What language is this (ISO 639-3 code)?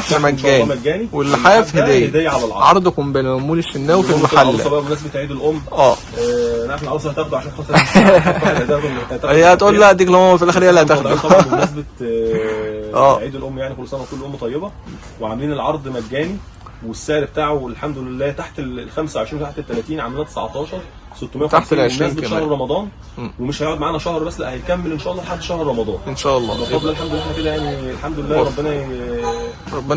arz